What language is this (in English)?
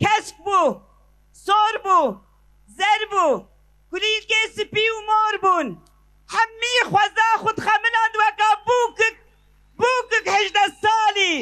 Kurdish